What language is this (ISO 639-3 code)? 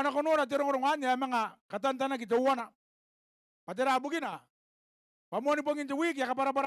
gil